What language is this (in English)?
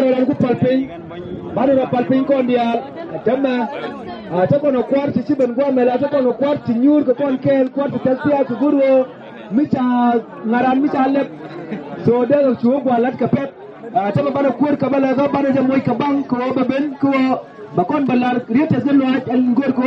Nuer